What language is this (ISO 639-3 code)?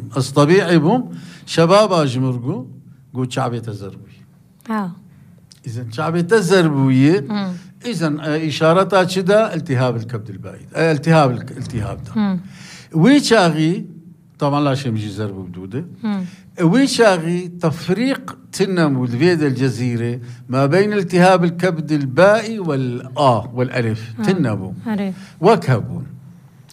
apc